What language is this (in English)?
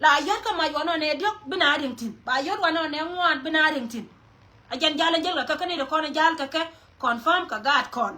Nuer